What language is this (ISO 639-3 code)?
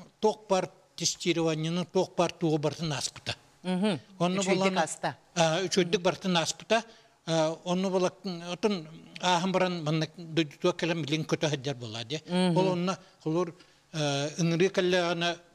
sah